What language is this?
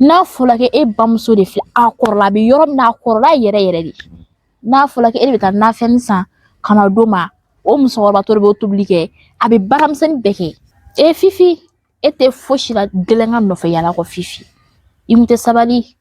Bambara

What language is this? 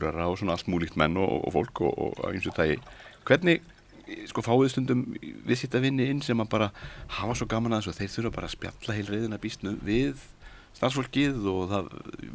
Icelandic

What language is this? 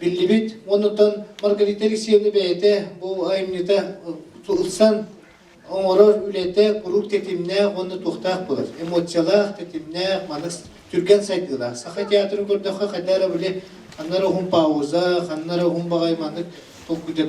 Yakut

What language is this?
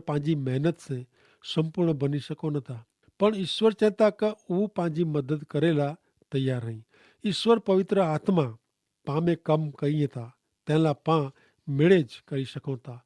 Kachhi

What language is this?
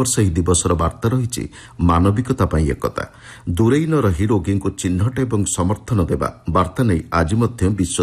Odia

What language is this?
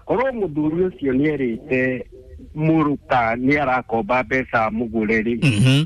Kikuyu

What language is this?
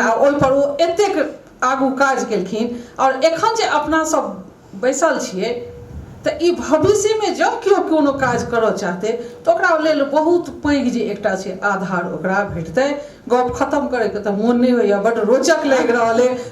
Maithili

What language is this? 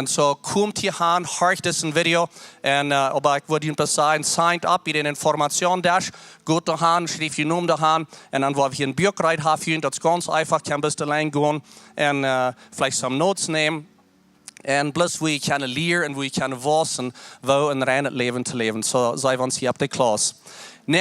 Plautdietsch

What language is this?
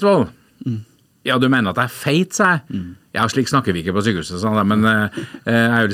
Norwegian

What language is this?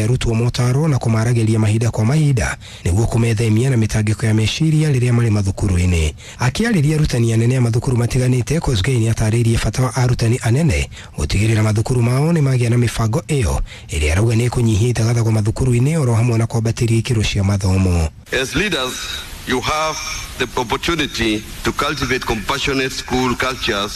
Kikuyu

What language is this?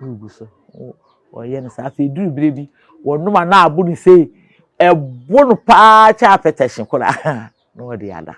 Akan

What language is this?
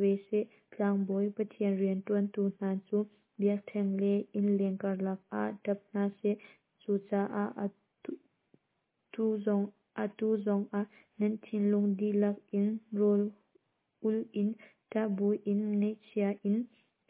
Hakha Chin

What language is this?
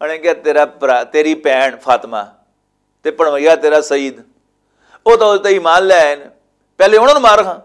Western Panjabi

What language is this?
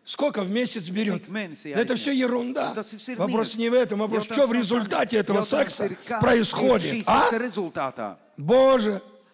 Russian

